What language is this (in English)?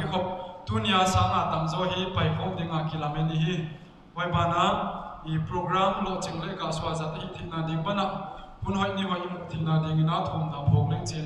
Paite Chin